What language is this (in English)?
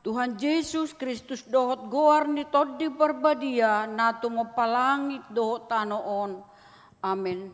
Batak Toba